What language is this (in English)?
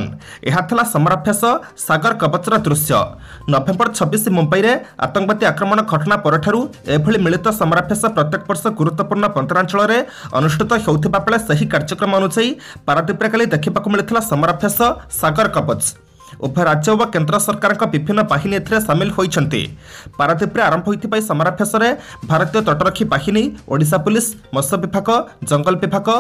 Odia